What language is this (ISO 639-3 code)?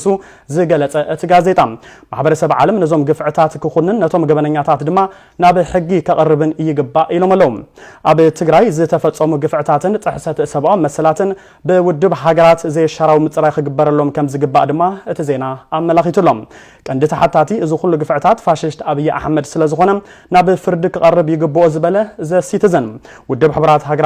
tir